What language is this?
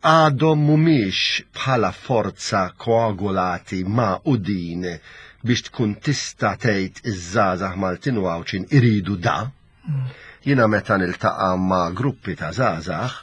Maltese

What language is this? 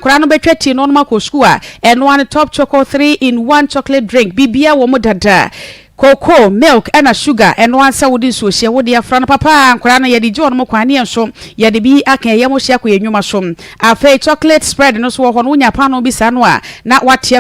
Akan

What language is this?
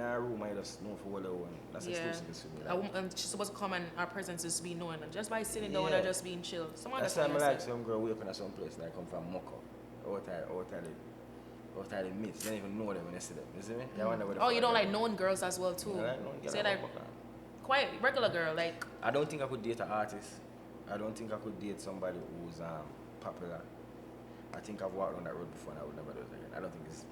Jamaican Creole English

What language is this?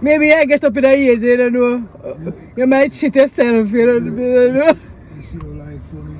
Jamaican Creole English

